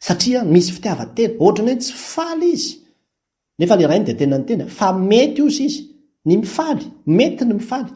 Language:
Malagasy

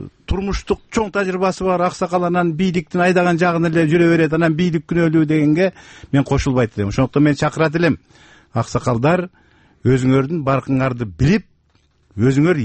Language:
Kyrgyz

